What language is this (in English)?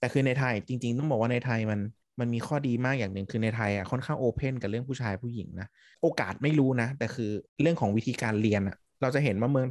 Thai